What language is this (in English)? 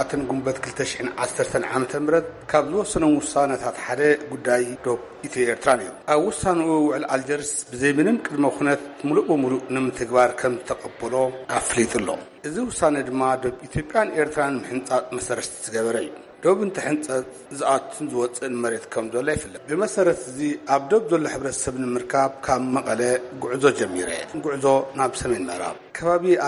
Tigrinya